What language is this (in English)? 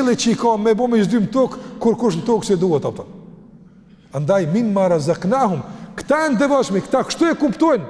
Albanian